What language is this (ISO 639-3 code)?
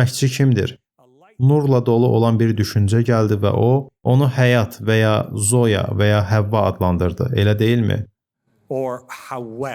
aze